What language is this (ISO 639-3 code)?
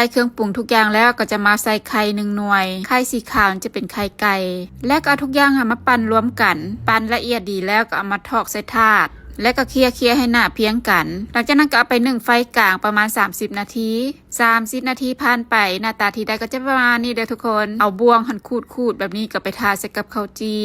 lao